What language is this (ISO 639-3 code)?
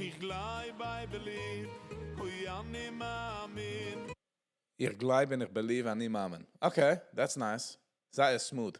yid